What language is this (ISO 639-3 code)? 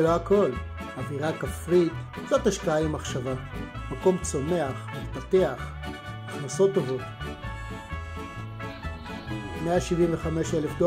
heb